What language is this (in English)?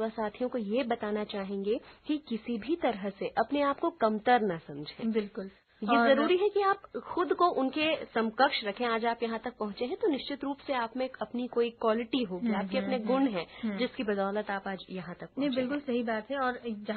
Hindi